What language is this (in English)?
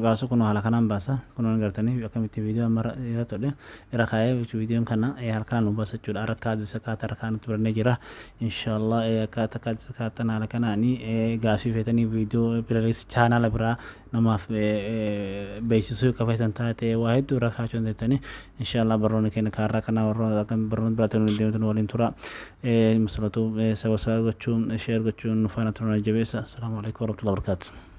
Oromo